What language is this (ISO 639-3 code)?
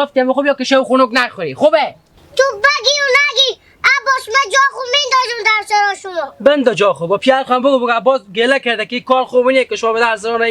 haz